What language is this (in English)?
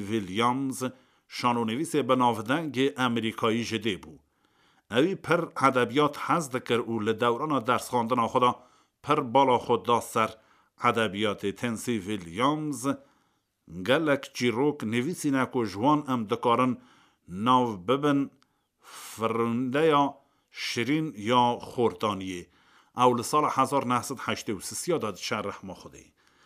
Kurdish